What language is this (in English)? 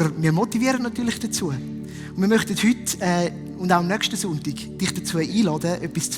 Swiss German